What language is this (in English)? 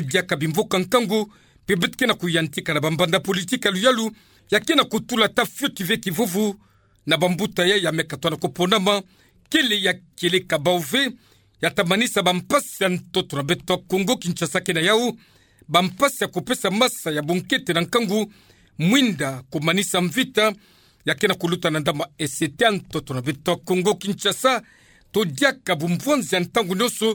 Kituba (Democratic Republic of Congo)